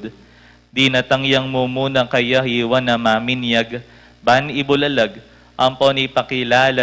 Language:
Pampanga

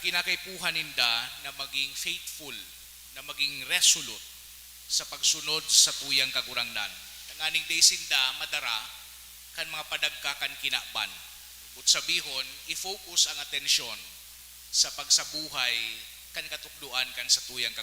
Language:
Bikol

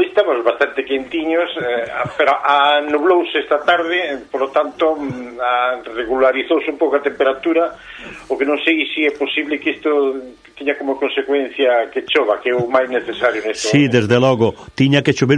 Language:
Galician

